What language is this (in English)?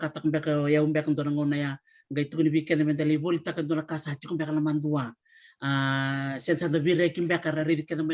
Fijian